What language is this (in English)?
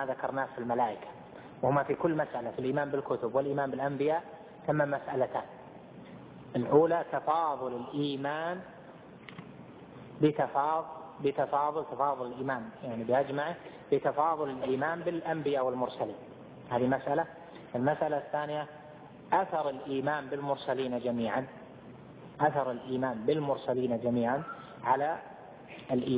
Arabic